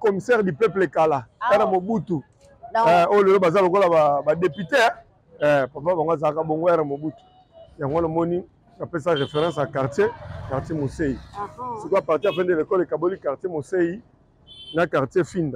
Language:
Lingala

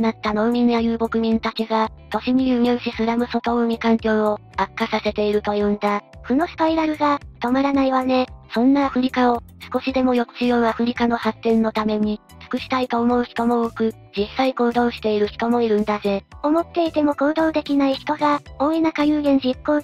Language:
Japanese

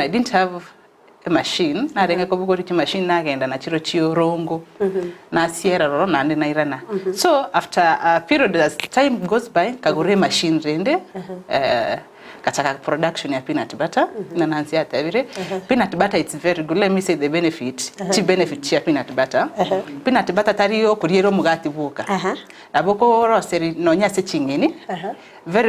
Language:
Gusii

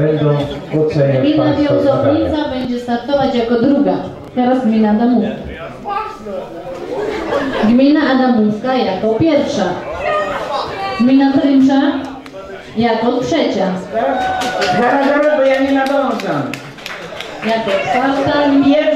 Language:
Polish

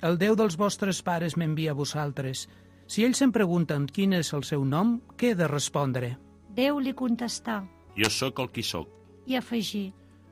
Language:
Catalan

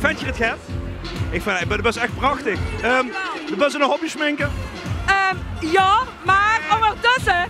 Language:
Limburgish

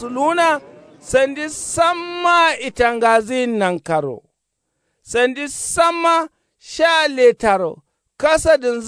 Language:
Kanuri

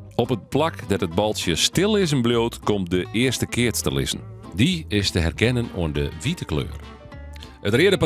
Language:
Western Frisian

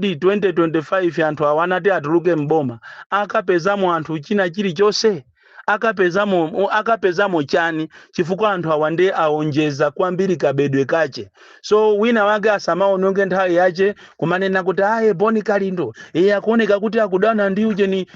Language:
Nyanja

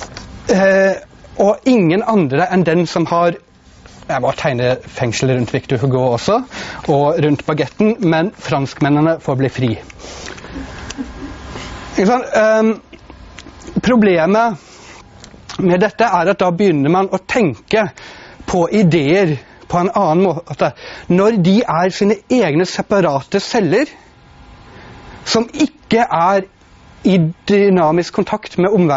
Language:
Norwegian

